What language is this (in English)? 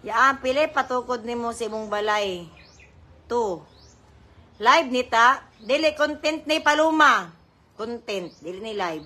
Cebuano